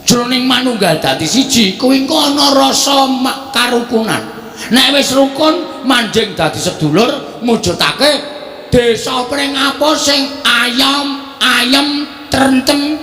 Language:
Javanese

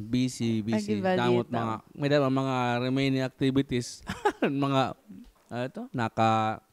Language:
Waray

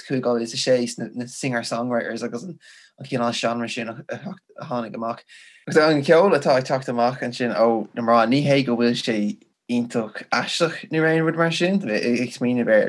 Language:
Irish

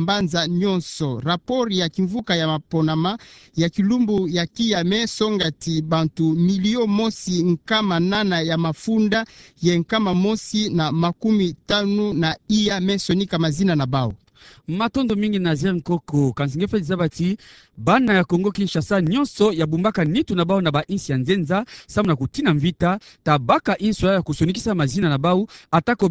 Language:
Kituba (Democratic Republic of Congo)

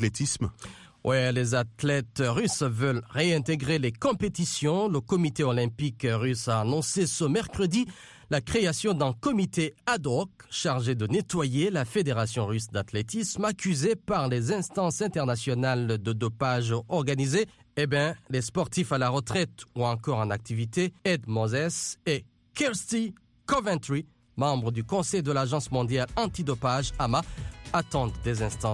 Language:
French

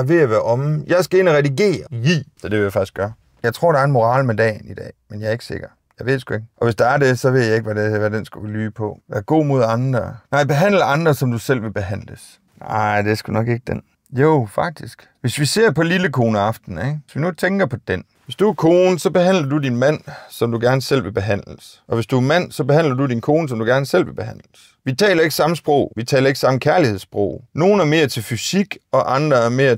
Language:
Danish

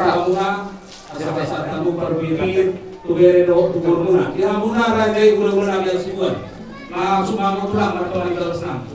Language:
Batak Toba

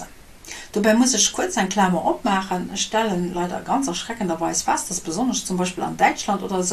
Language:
Luxembourgish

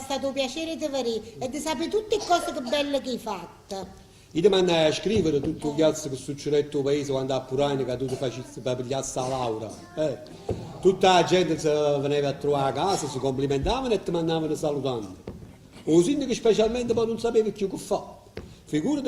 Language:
Neapolitan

